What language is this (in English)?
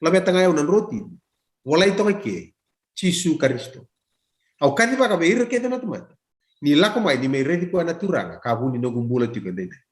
Fijian